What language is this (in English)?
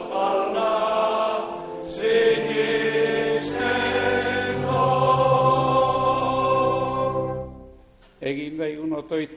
Basque